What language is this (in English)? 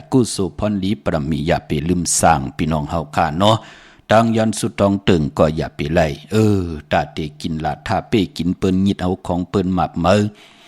Shan